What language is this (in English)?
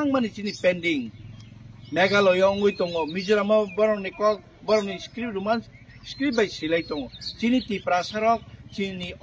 Kok Borok